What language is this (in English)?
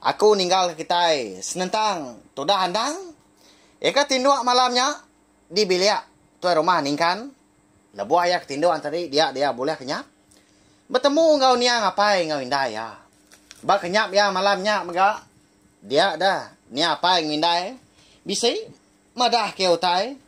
Iban